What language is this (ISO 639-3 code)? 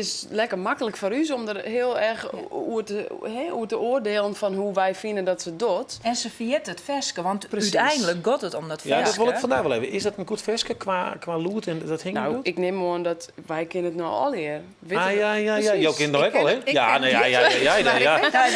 fry